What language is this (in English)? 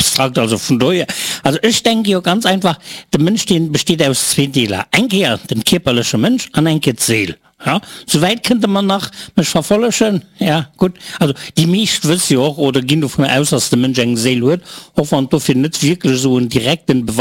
Luxembourgish